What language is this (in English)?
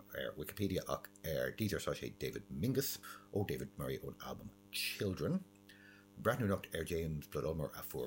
Irish